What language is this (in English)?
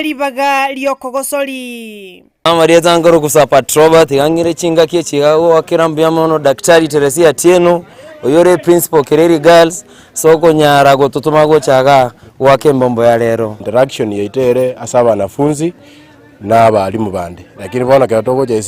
Gusii